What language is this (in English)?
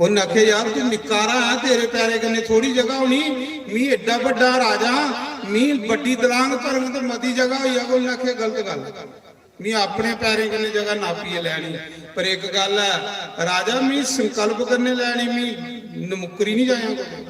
Dogri